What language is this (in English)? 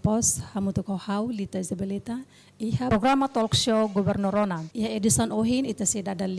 Tetum